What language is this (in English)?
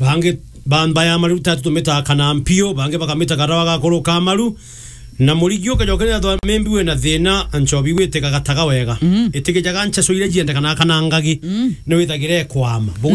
Meru